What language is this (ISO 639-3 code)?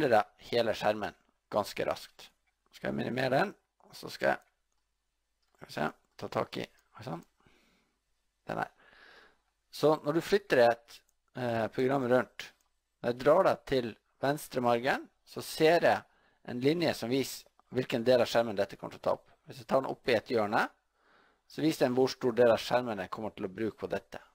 nor